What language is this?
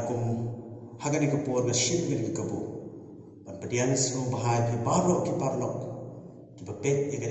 Khasi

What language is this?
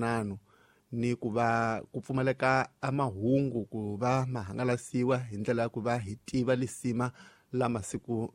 Tsonga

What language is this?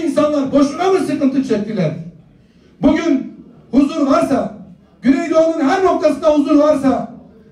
Turkish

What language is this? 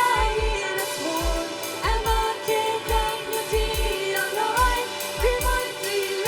Plautdietsch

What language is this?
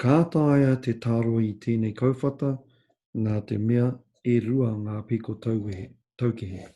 Māori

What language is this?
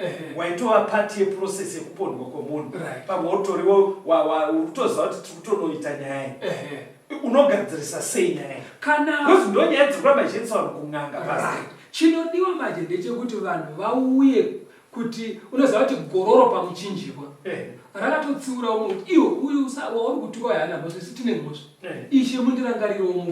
Shona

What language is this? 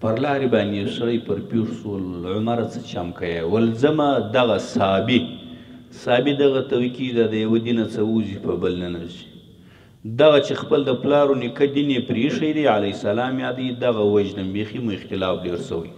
Pashto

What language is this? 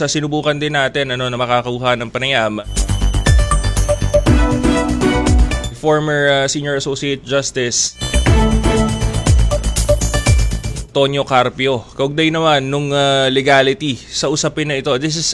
Filipino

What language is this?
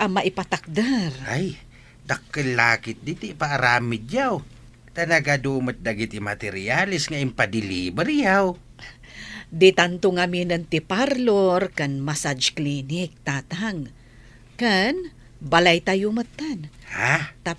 Iloko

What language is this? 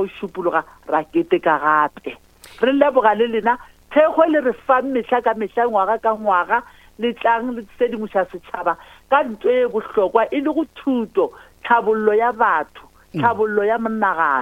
Northern Sotho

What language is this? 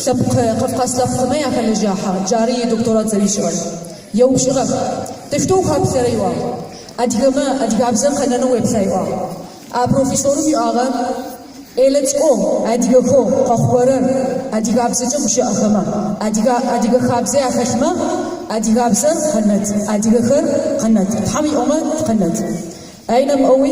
Adyghe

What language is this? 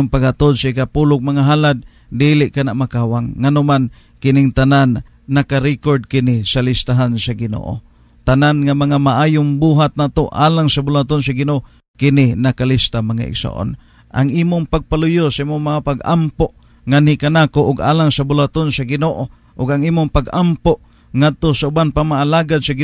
Cebuano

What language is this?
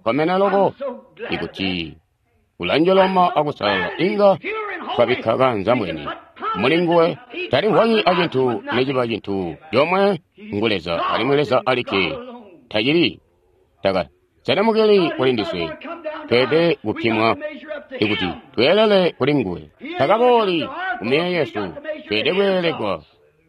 Tonga (Zambia)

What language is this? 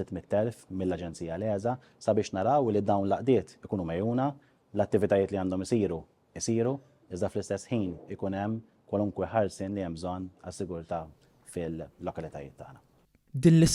Maltese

